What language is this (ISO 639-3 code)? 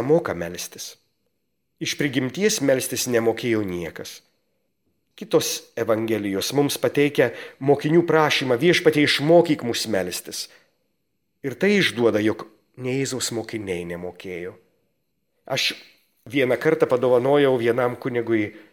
lit